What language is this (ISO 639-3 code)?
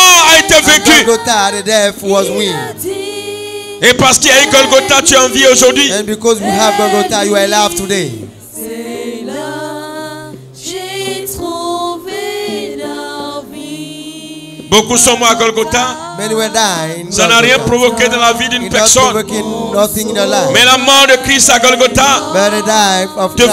fra